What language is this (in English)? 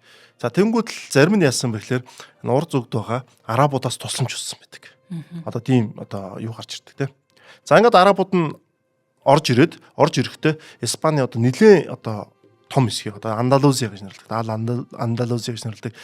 Mongolian